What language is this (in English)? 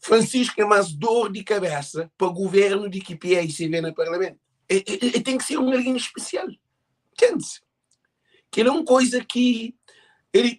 Kabuverdianu